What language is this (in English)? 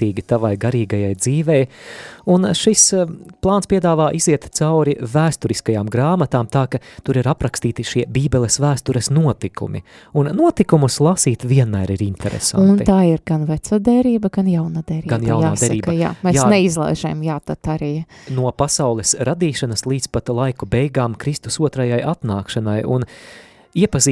Latvian